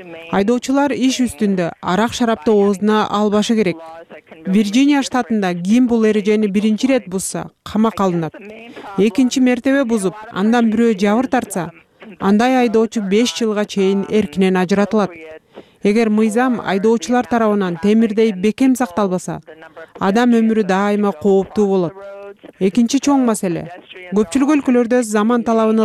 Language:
Kyrgyz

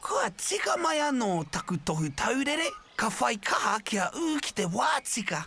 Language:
Māori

